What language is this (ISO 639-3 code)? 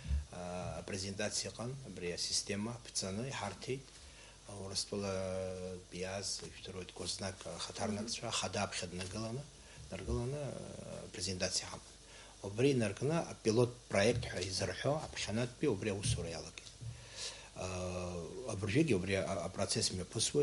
abk